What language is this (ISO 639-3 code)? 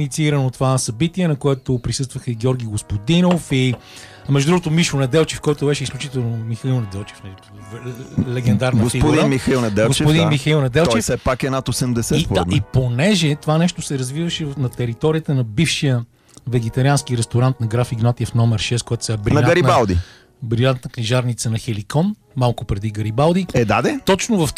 bul